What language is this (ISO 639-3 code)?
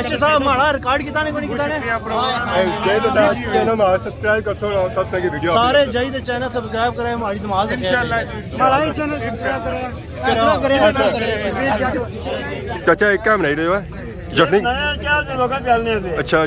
phr